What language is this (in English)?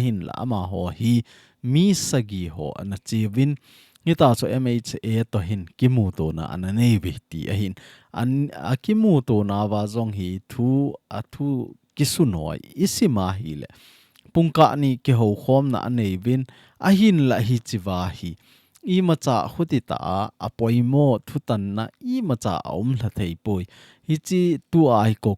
Thado Chin